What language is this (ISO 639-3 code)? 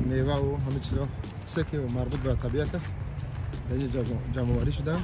tgk